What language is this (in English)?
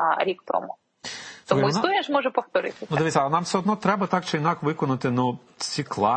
Ukrainian